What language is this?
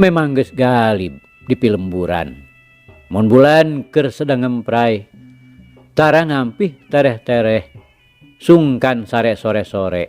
Sundanese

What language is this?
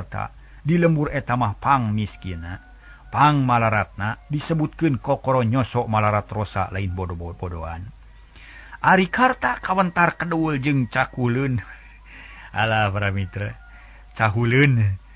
Sundanese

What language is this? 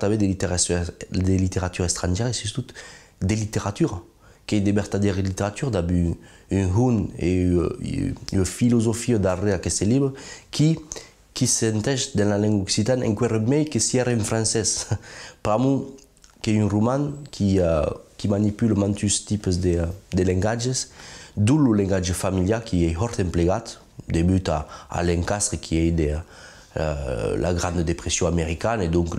Occitan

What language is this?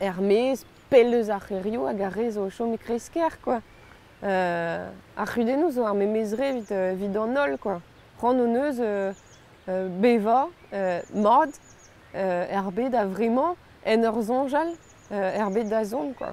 Breton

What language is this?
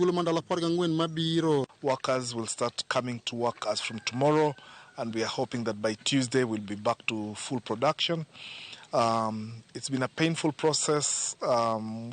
Luo (Kenya and Tanzania)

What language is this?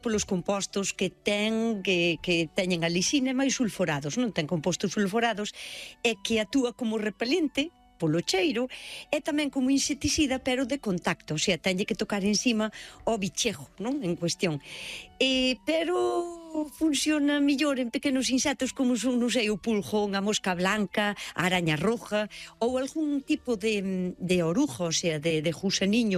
Galician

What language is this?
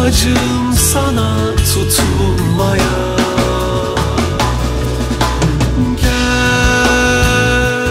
Turkish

